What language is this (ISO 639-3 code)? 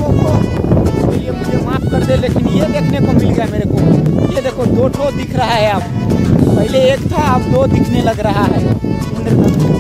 hin